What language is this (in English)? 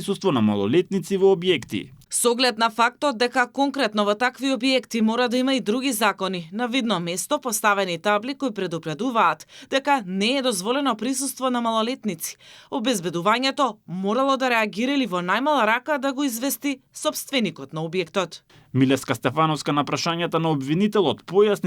Macedonian